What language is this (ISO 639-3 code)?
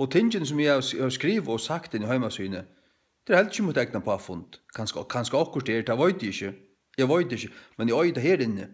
fao